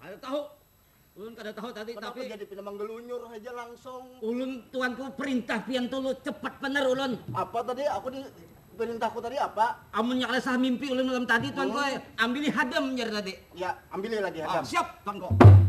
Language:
Banjar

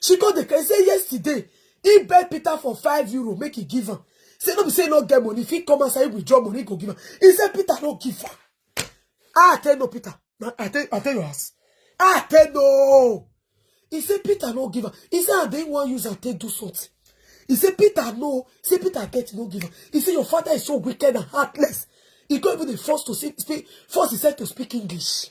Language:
Nigerian Pidgin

